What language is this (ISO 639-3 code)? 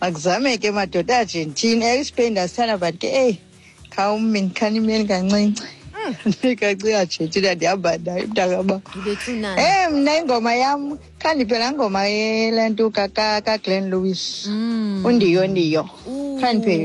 xho